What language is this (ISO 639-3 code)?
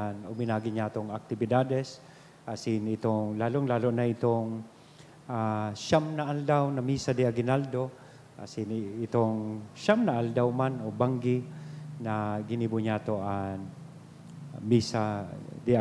bik